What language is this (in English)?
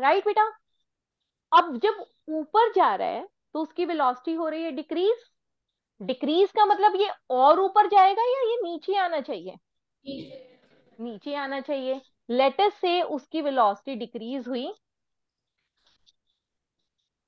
Hindi